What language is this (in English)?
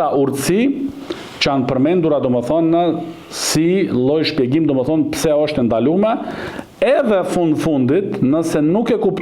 Albanian